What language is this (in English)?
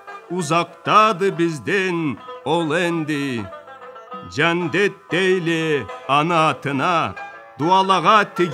Karachay-Balkar